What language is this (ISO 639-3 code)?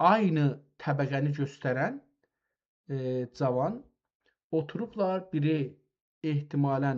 azb